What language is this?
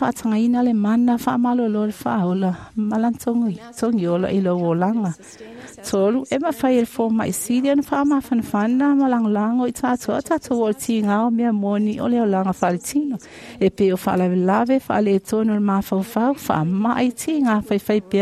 Samoan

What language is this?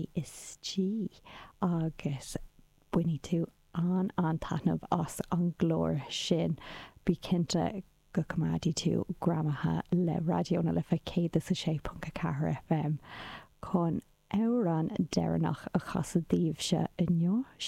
Irish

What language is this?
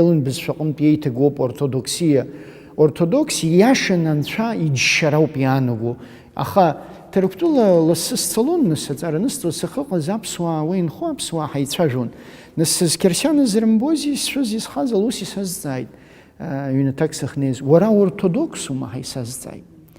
Abkhazian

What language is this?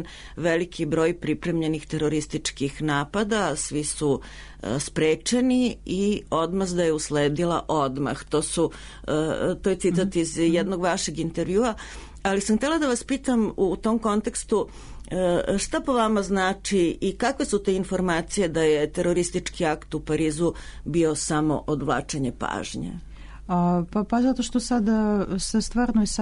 Serbian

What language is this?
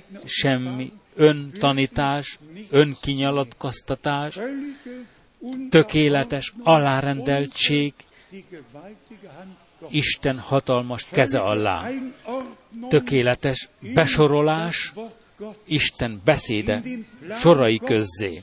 Hungarian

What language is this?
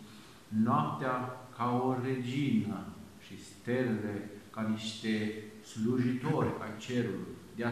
Romanian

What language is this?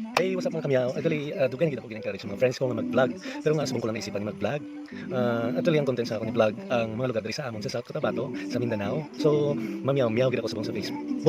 Hiligaynon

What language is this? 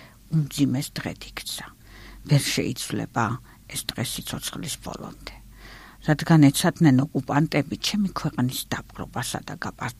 Georgian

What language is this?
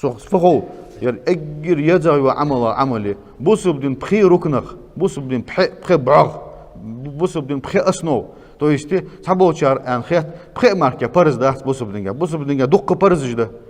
Ingush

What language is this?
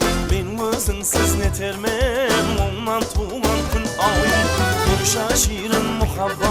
Kara-Kalpak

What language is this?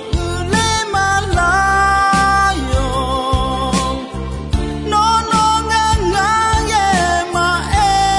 Akha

